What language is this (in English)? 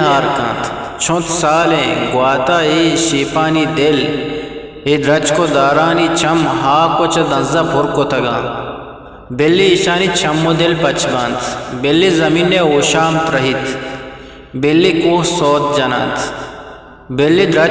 Eastern Balochi